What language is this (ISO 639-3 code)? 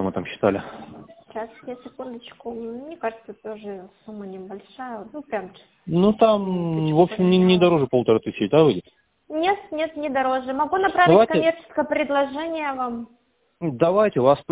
rus